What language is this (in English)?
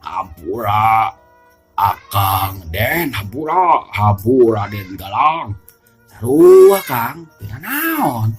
Sundanese